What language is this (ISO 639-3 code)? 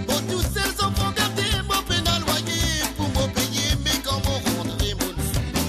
mfe